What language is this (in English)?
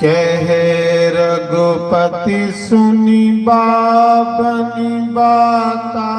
Dogri